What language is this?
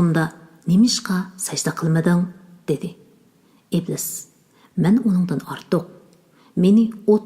Uyghur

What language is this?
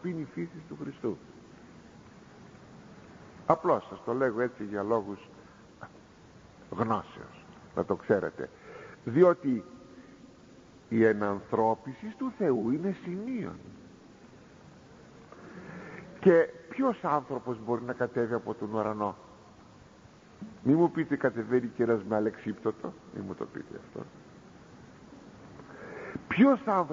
Greek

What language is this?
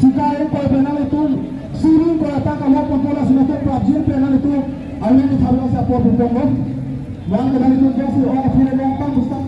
Karbi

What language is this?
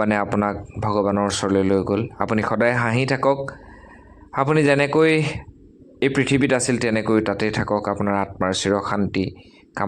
Assamese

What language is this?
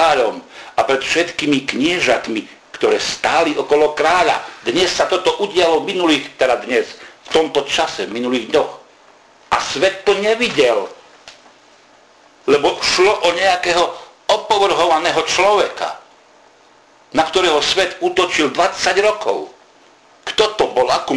Slovak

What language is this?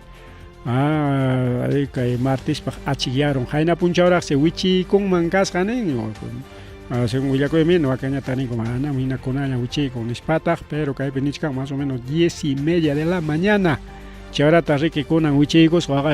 Ayacucho Quechua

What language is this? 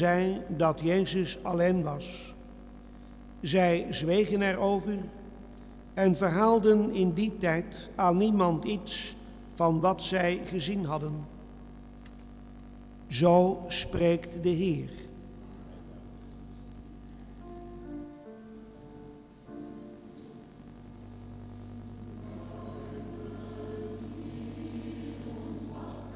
Dutch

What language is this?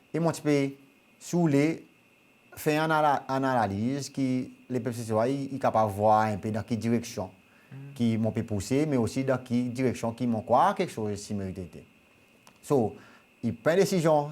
Seselwa Creole French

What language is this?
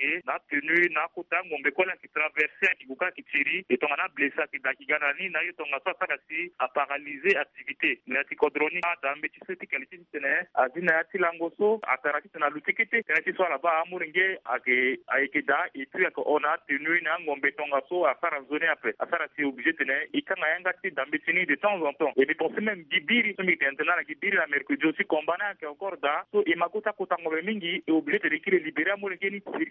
Sango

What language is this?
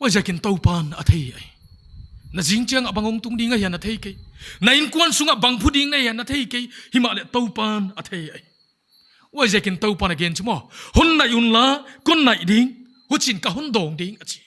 Paite Chin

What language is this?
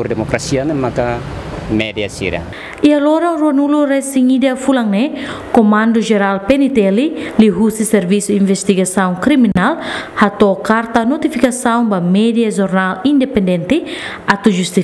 Tetum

